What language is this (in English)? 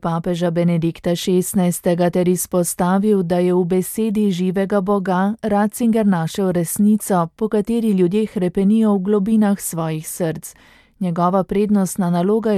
Slovenian